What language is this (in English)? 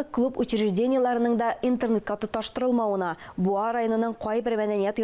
Tatar